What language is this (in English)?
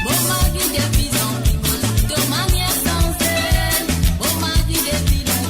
Morisyen